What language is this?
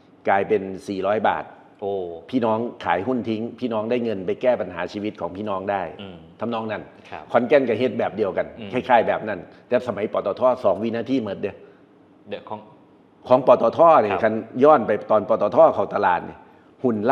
Northeastern Thai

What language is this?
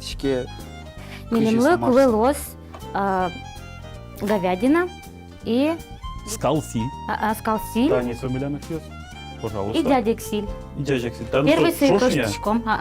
Udmurt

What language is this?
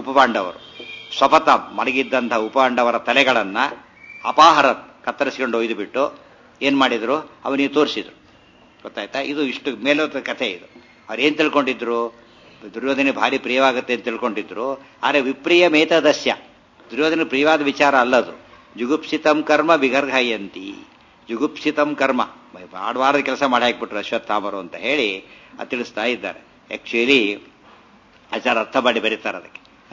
Kannada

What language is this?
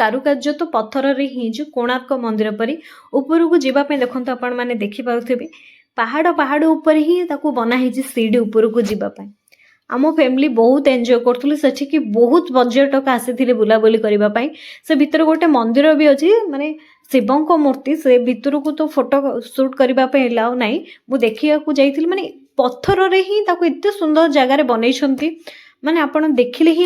Odia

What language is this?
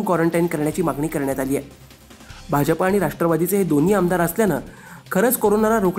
Marathi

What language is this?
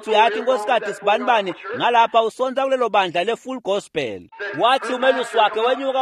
Swati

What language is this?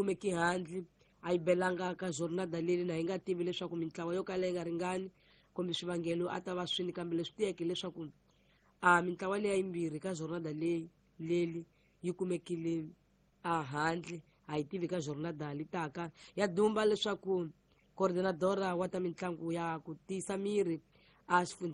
Tsonga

